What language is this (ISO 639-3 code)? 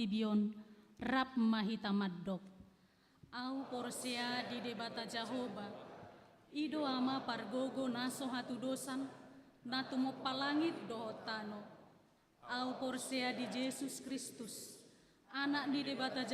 bbc